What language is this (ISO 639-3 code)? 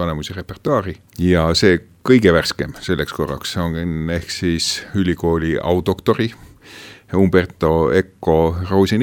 est